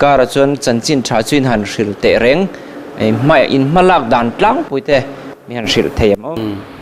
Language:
Mizo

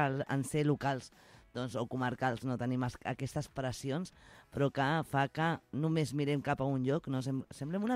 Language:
Catalan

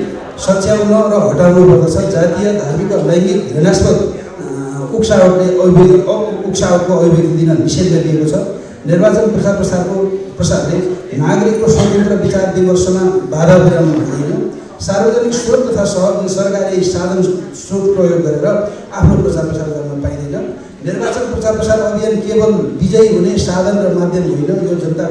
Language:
Nepali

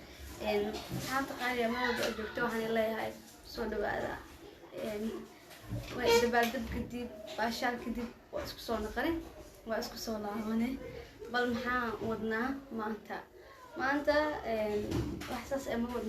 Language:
Somali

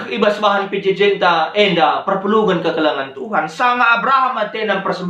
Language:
Batak Karo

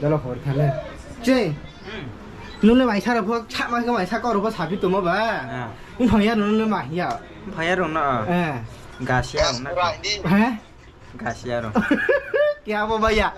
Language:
Riang (India)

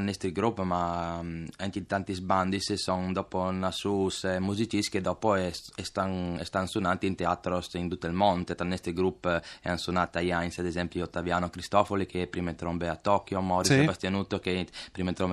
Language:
Friulian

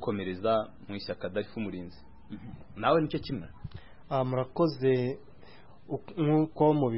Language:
Kinyarwanda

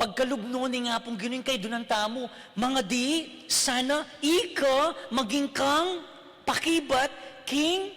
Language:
Pampanga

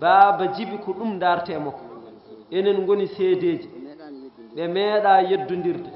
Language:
Fula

